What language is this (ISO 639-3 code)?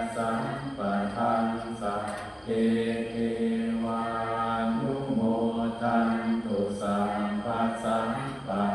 pli